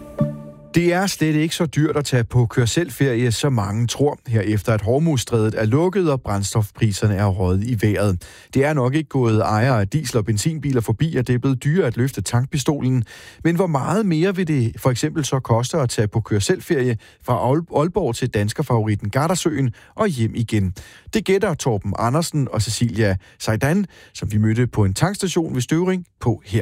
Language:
Danish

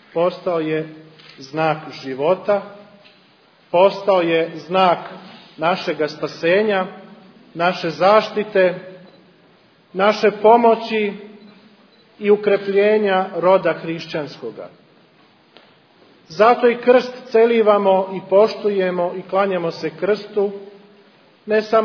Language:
Serbian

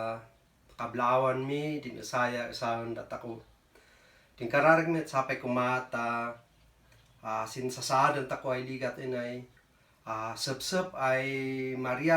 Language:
Kankanaey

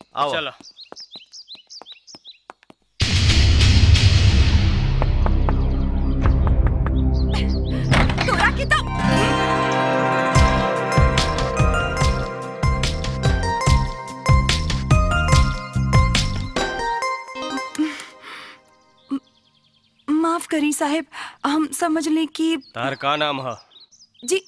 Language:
Bhojpuri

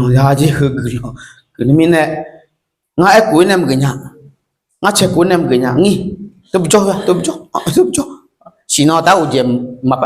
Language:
Akha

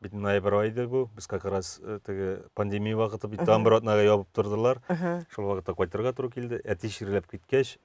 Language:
Tatar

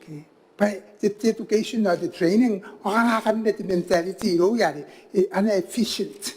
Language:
Gilbertese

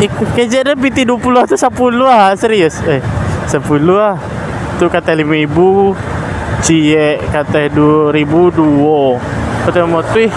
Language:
Minangkabau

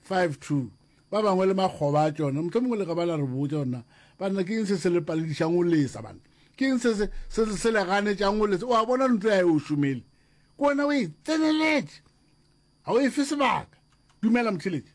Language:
Northern Sotho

